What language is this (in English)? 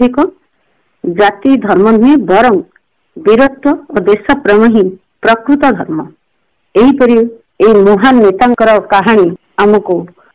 Odia